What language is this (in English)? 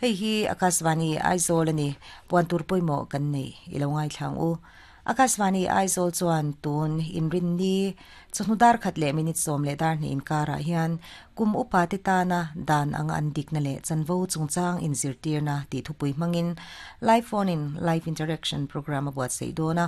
Mizo